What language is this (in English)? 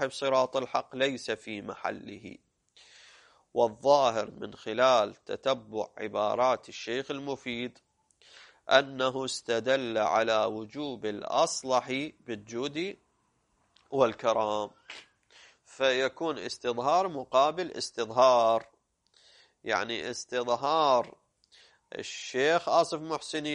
Arabic